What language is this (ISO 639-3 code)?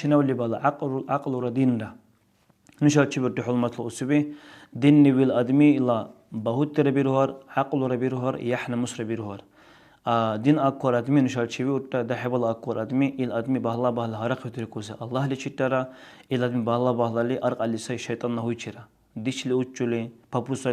dar